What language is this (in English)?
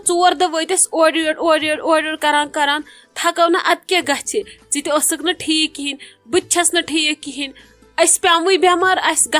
Kashmiri